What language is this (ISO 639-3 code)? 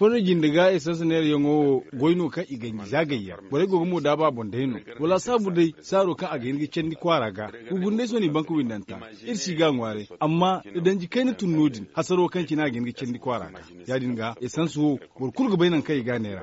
dje